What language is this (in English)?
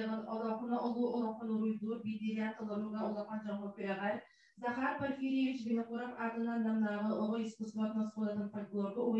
Yakut